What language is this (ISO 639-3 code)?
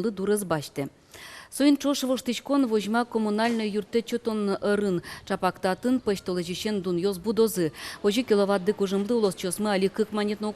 udm